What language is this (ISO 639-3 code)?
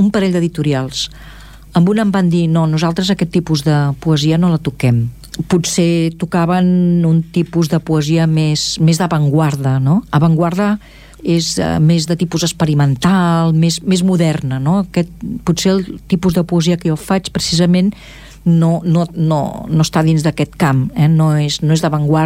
cat